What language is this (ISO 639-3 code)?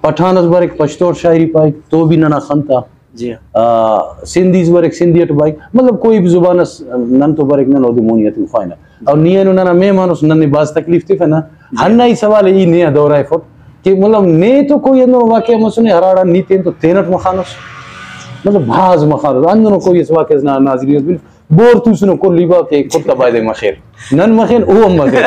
brh